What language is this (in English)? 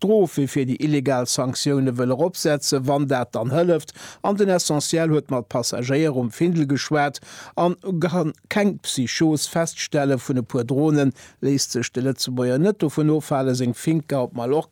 Luxembourgish